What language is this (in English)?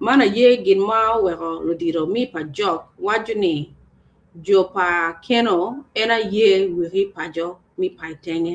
Acoli